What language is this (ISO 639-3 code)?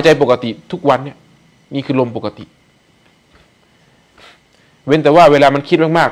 tha